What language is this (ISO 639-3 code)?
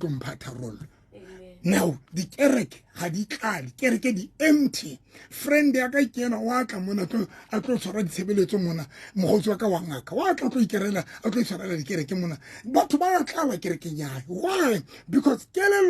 sot